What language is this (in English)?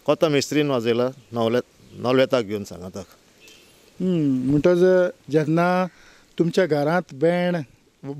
Konkani